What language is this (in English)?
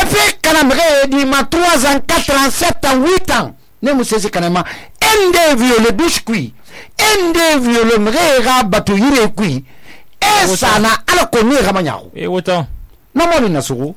Susu